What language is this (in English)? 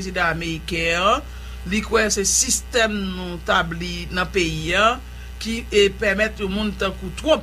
Haitian Creole